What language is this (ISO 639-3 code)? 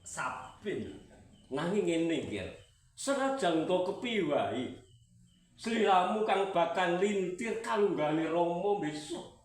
jav